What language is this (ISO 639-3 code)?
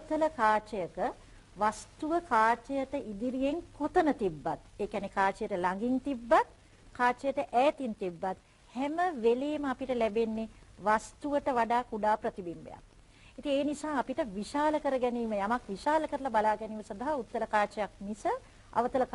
sin